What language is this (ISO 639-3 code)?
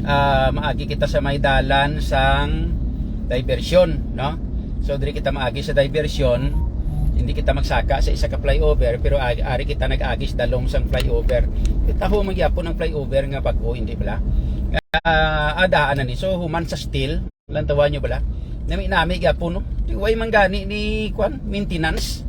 hil